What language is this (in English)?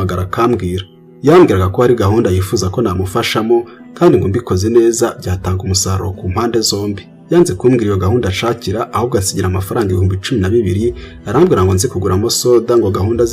Kinyarwanda